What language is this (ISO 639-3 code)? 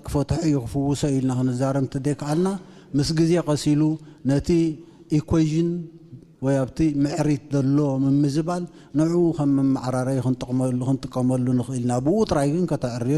tir